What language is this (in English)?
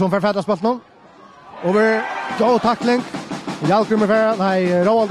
Faroese